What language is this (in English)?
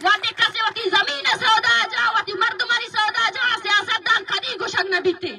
Baluchi